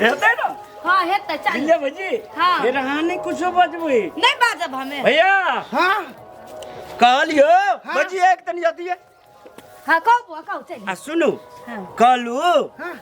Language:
Maithili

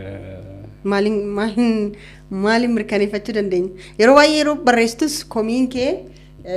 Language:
Oromo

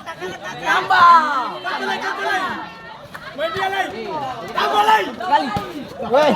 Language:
Ambonese Malay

